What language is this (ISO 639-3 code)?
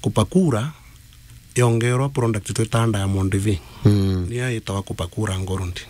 mer